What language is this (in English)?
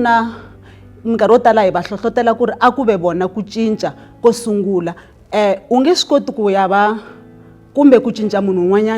Tsonga